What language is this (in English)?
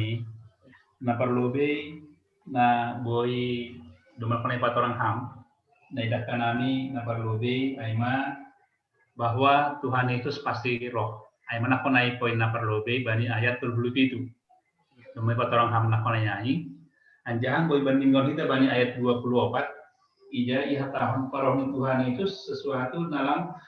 Batak Simalungun